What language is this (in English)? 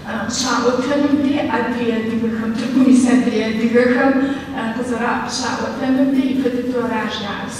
Kabardian